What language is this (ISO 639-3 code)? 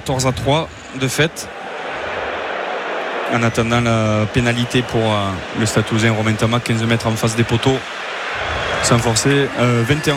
fra